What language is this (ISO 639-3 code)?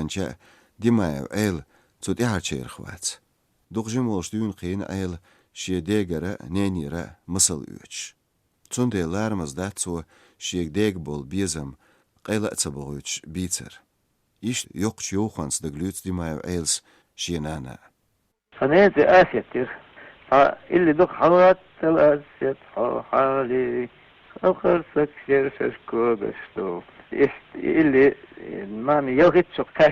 che